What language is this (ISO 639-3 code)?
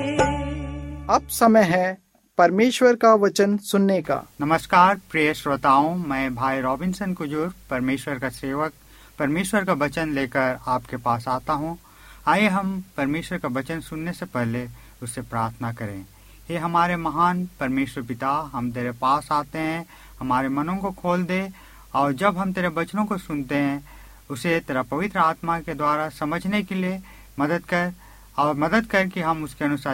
hin